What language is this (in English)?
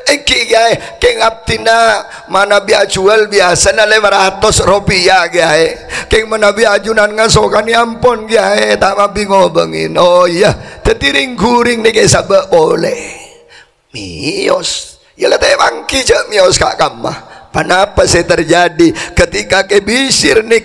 Madurese